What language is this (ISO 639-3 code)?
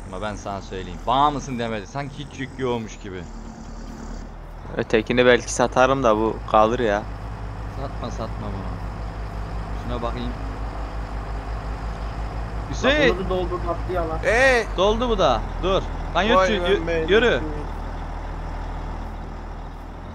tur